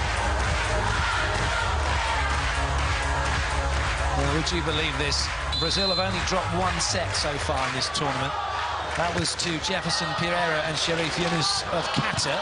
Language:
English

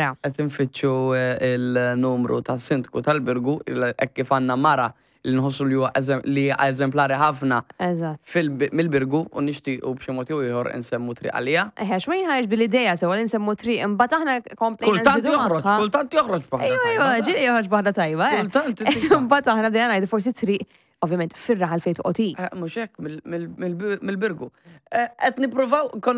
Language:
Maltese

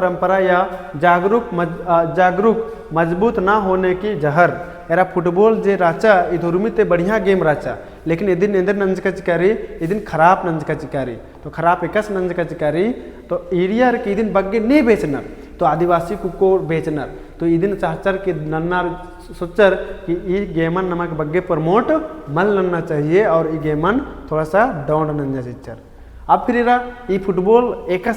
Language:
Kurukh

